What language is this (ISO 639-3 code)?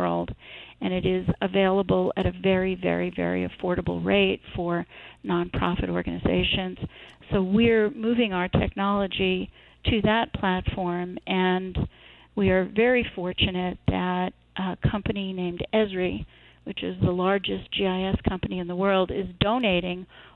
eng